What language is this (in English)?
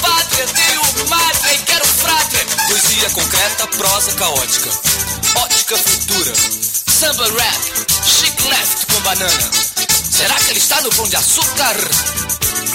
Portuguese